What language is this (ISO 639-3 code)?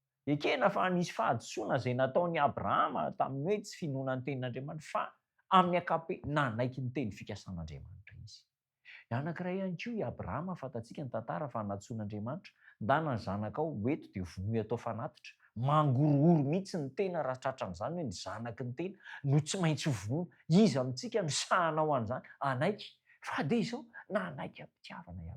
mlg